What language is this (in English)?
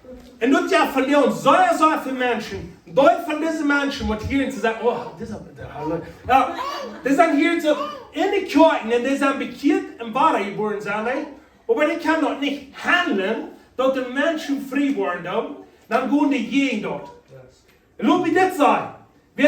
Plautdietsch